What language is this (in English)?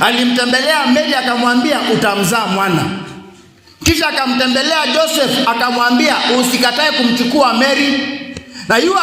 Kamba